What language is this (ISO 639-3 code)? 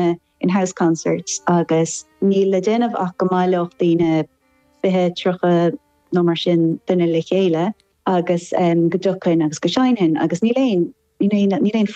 gle